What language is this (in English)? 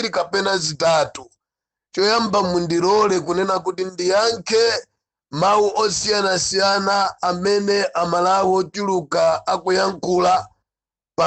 Nyanja